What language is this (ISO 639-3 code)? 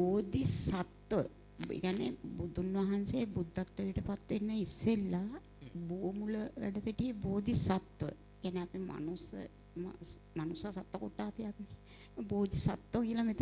sin